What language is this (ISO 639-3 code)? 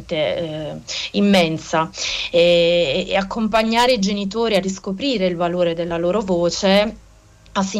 ita